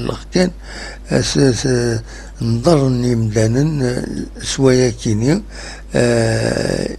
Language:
Kabyle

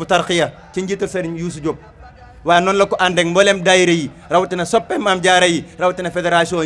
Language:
Wolof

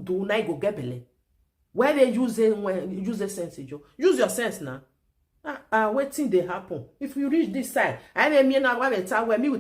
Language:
Nigerian Pidgin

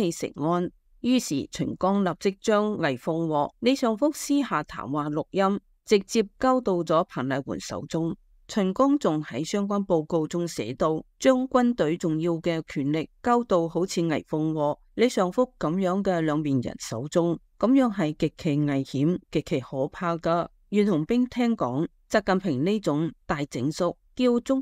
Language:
Cantonese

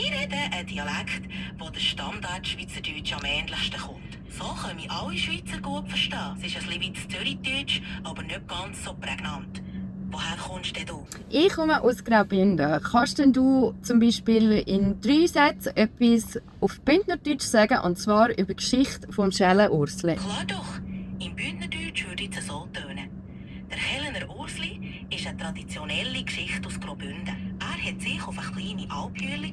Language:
Swiss German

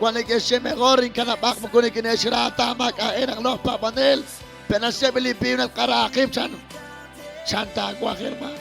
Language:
Kekchí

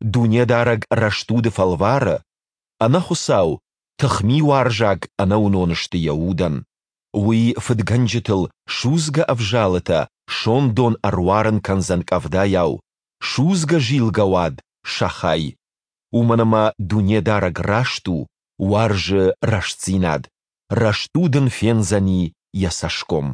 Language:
Ossetic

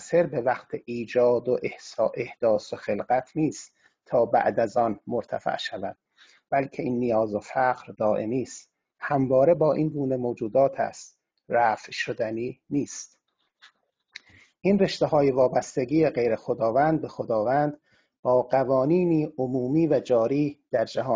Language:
Persian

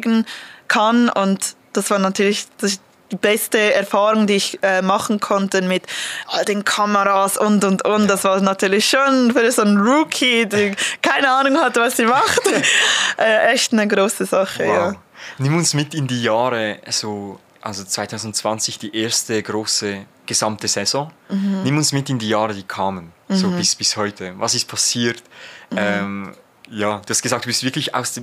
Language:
Swiss German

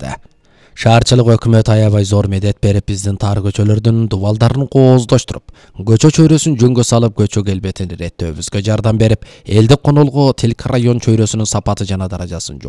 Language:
Kyrgyz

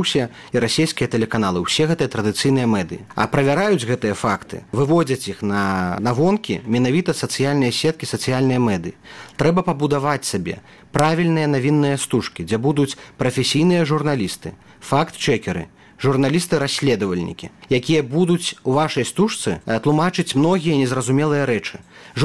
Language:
Belarusian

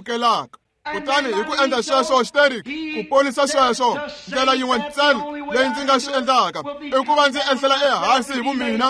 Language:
Tsonga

